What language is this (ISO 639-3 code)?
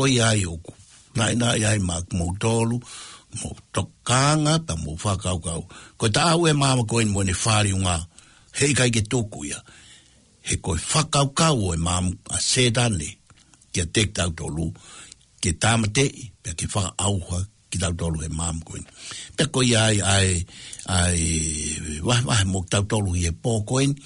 ton